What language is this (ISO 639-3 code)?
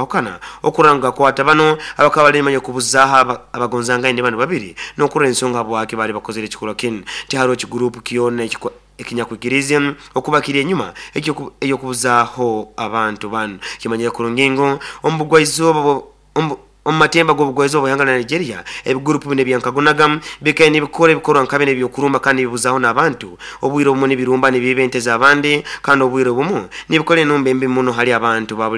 nyo